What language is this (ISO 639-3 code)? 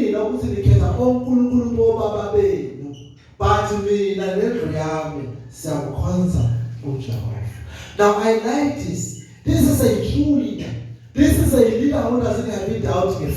zul